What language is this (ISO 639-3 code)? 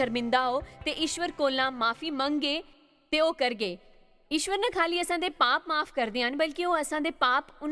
doi